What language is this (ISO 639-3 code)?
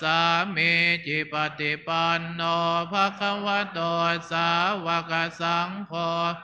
pli